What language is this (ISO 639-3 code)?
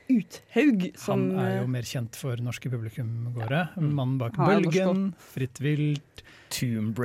nor